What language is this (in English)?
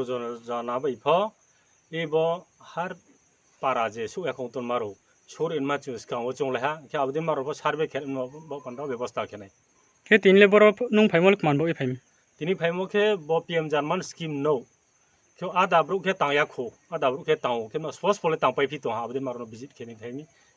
Riang (India)